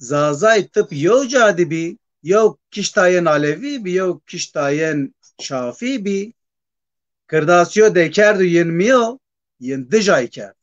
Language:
Zaza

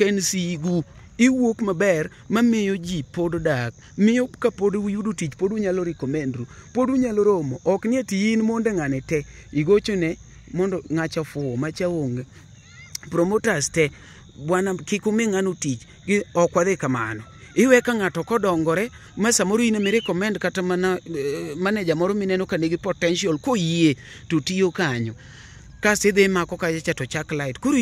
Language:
Luo (Kenya and Tanzania)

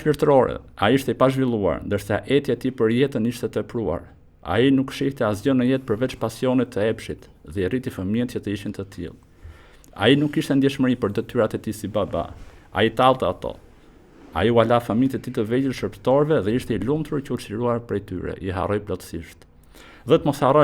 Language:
Albanian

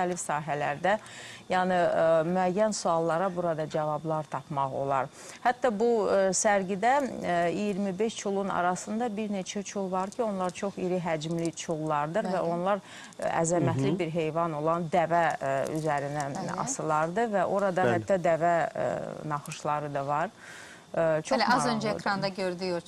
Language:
Azerbaijani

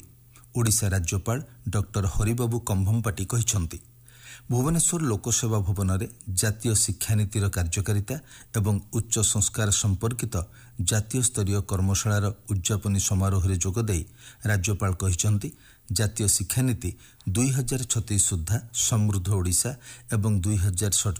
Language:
Odia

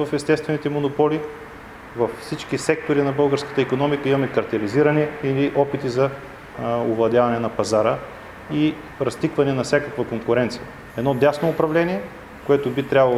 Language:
Bulgarian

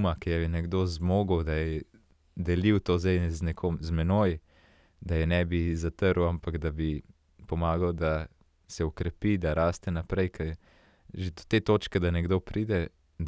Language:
Slovenian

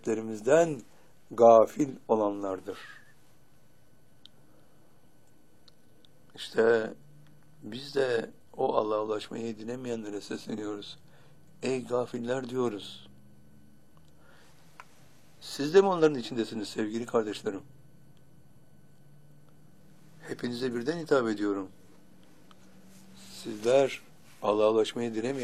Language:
Turkish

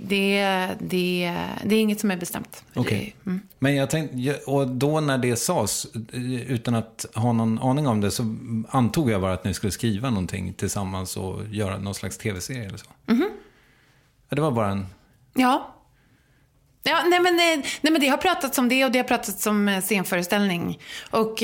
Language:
Swedish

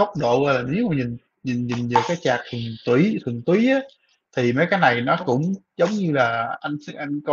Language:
Vietnamese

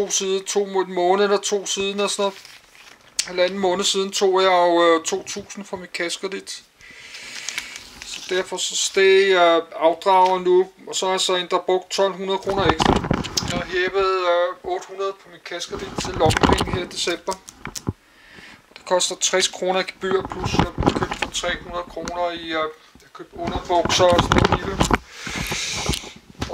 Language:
Danish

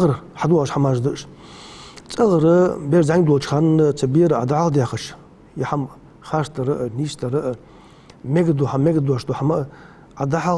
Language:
Ingush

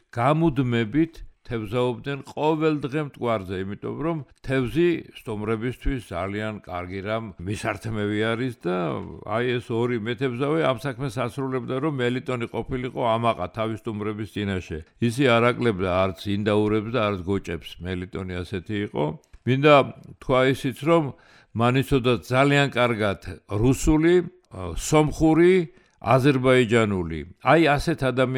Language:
Georgian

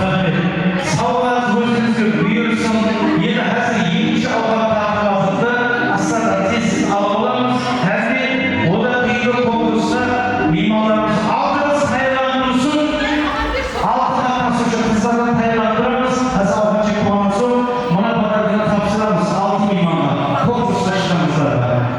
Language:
Kara-Kalpak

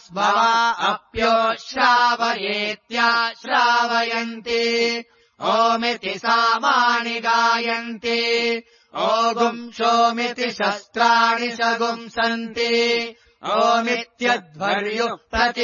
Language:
Sanskrit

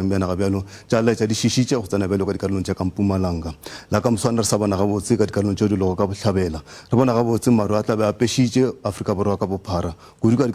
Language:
Northern Sotho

